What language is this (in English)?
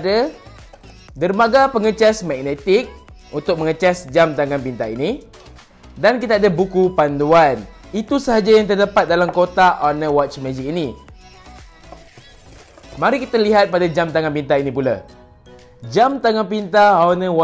Malay